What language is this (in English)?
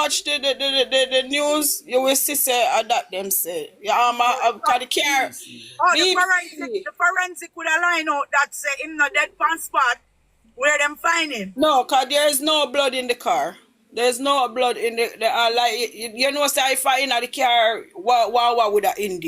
Jamaican Creole English